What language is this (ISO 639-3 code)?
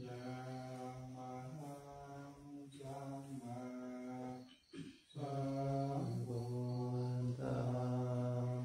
pli